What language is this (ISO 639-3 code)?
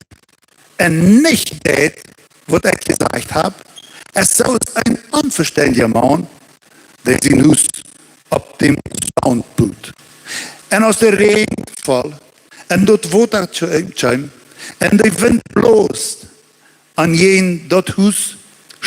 pdt